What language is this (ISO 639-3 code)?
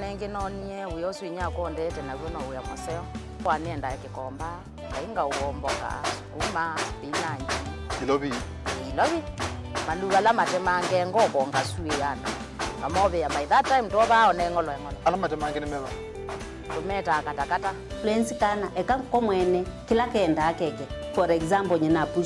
kam